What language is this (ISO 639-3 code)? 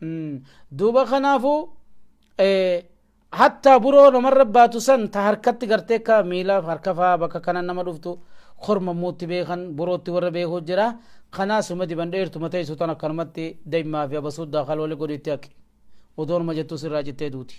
orm